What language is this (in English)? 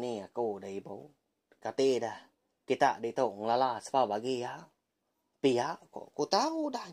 Iban